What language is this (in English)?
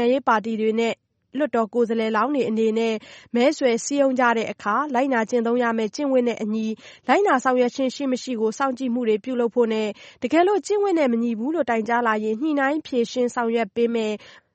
Burmese